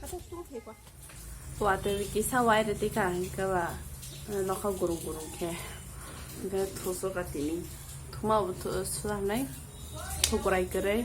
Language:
Kok Borok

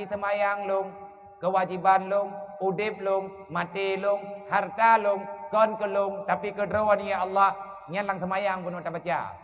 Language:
Achinese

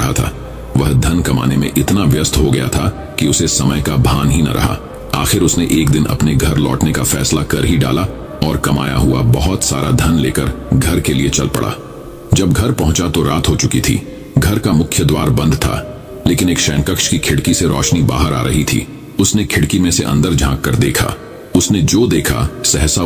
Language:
Hindi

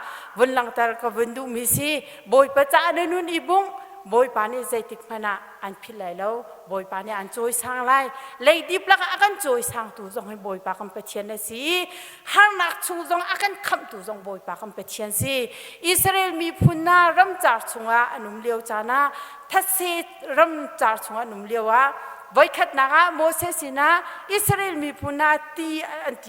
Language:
Hakha Chin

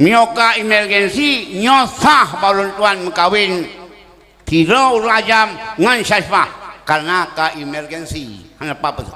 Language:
Achinese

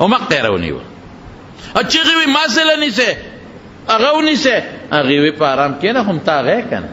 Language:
Pashto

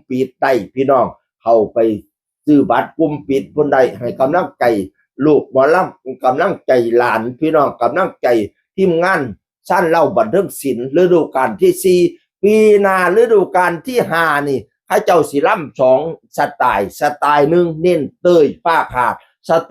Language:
Northeastern Thai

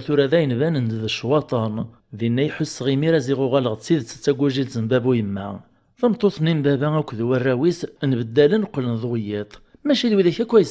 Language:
Kabyle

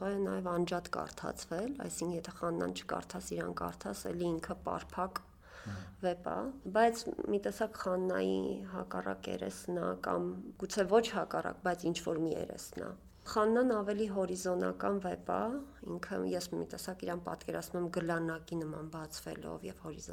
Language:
Armenian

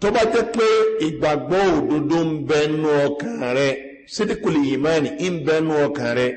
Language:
Yoruba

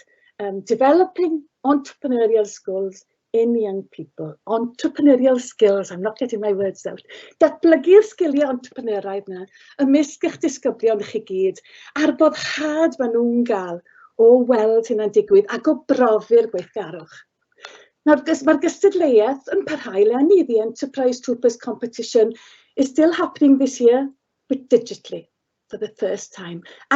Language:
Welsh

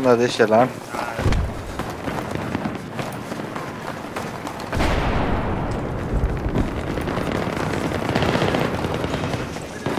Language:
Norwegian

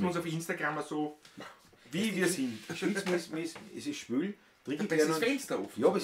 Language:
Bavarian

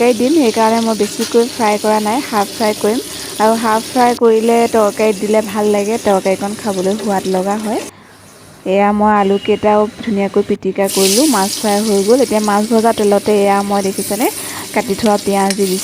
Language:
Assamese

